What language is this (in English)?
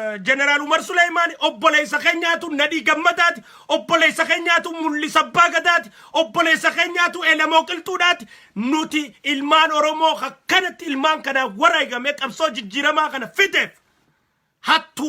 Oromo